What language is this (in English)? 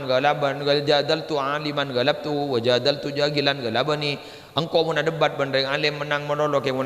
Madurese